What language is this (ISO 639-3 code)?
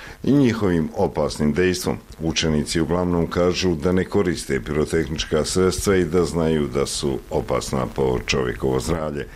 bos